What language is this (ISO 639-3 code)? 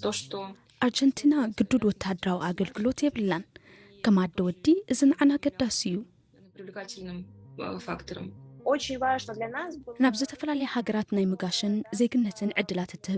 tir